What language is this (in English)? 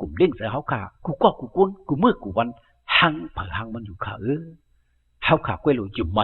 Shan